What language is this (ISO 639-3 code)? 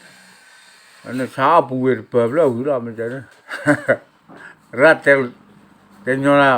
ksw